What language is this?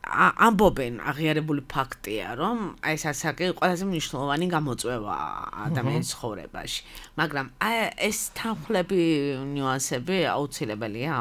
Georgian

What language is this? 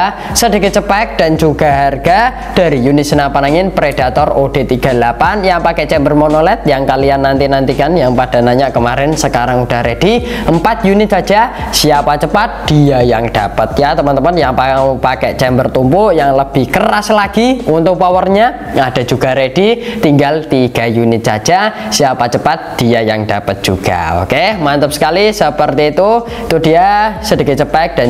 Indonesian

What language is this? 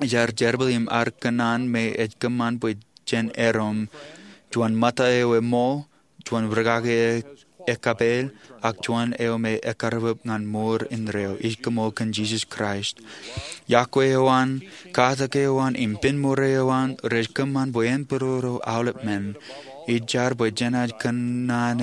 Marshallese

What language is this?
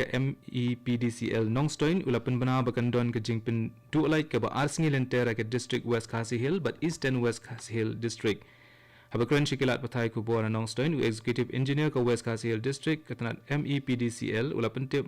Khasi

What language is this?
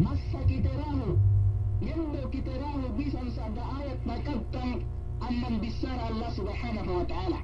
Yakan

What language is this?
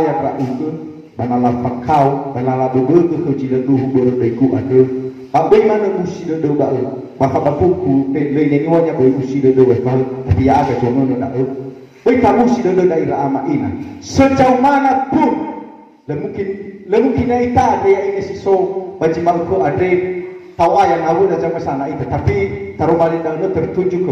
Nias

